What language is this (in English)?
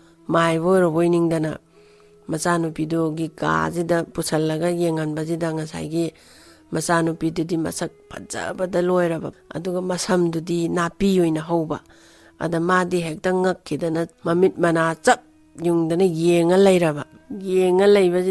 Manipuri